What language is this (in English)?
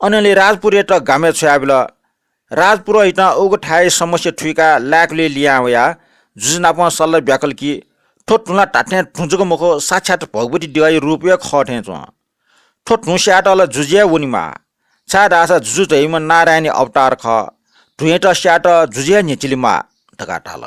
Newari